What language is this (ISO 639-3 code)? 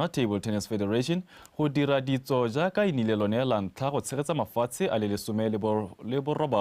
tsn